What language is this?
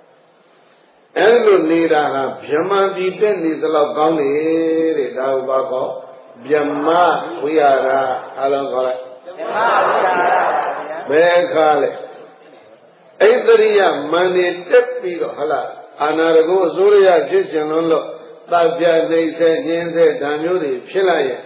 Burmese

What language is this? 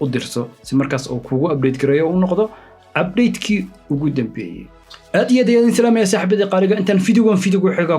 Somali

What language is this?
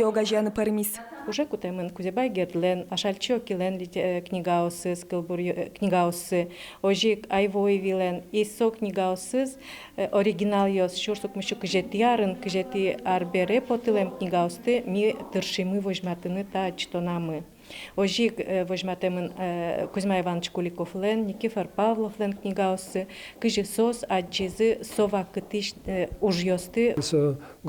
Udmurt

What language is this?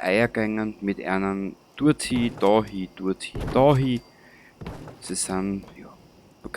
Bavarian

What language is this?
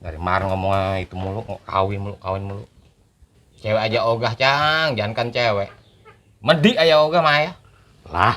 Betawi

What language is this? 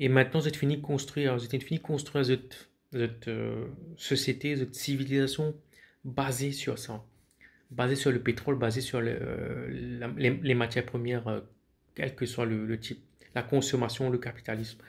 Morisyen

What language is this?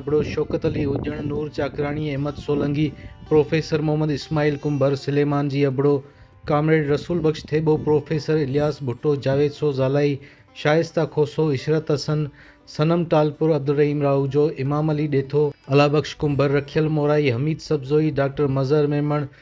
Sindhi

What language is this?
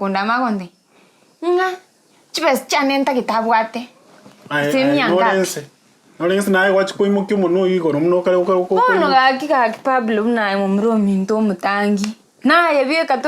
Gusii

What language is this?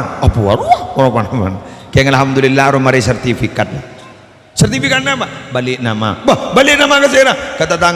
Madurese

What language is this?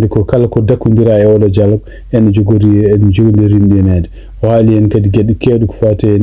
Fula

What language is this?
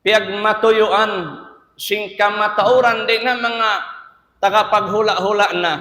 Tausug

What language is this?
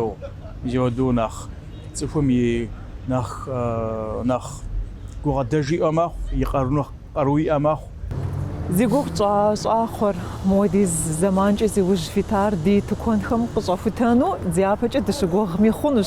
Kabardian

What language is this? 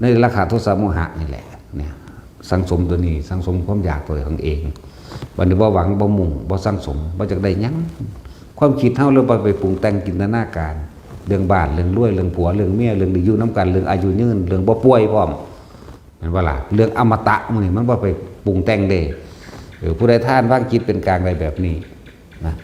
Northeastern Thai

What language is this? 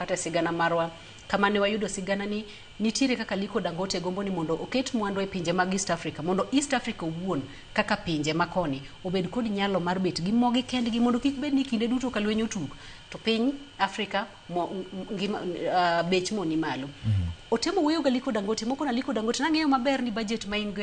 Luo (Kenya and Tanzania)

